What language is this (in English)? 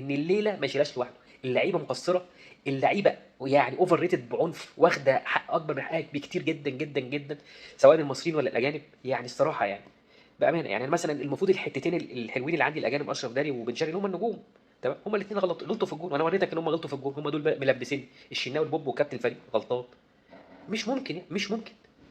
Egyptian Arabic